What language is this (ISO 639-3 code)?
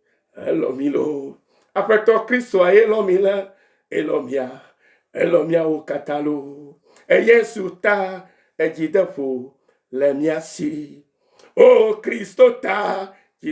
ewe